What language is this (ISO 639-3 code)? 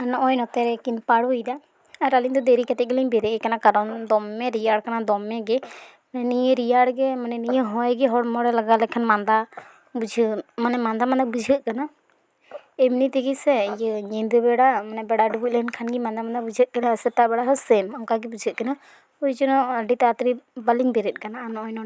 sat